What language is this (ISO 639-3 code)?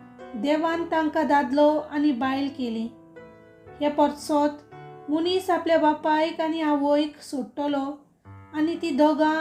kok